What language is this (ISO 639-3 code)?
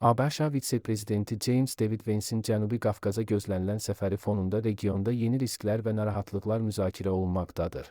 aze